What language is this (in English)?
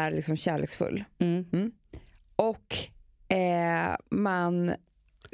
Swedish